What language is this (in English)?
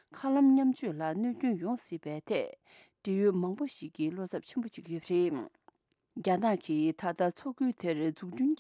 Tibetan